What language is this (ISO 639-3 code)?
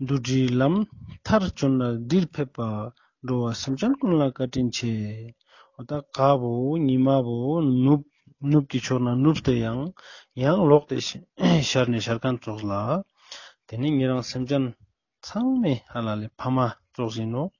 lbj